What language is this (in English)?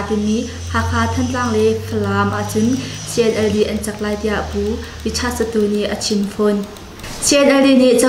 Hakha Chin